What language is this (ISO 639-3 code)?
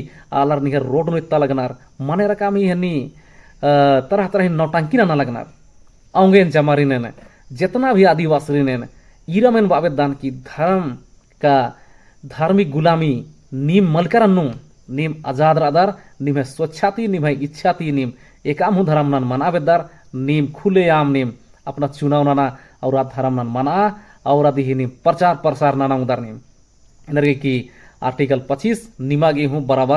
kru